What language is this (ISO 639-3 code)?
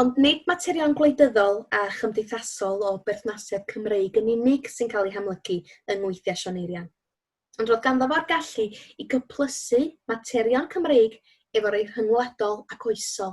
cym